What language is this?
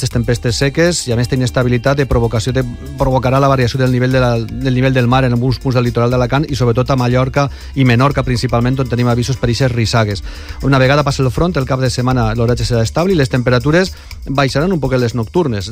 Catalan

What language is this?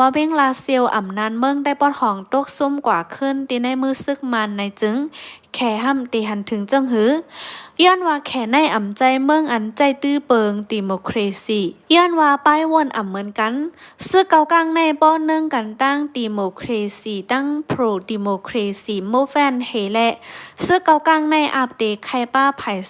Shan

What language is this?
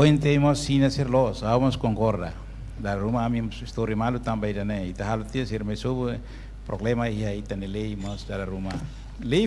Tetum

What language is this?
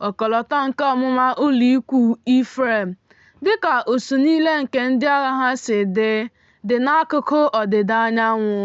Igbo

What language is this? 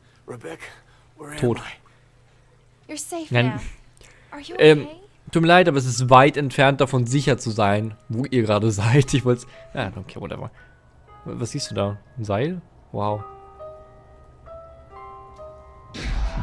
German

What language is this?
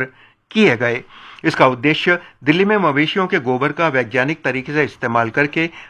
Hindi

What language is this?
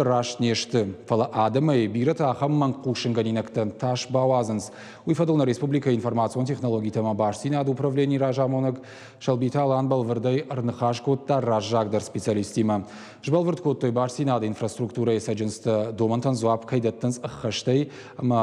Ossetic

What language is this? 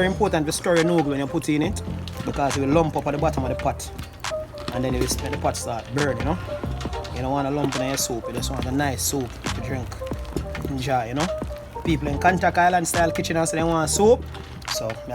Jamaican Creole English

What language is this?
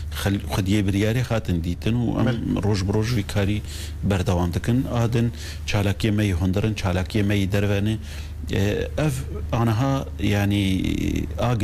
Kurdish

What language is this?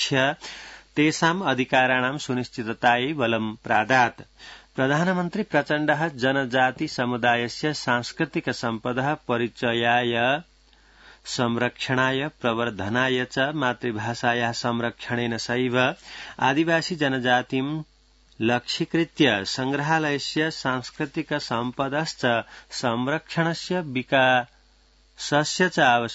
Sanskrit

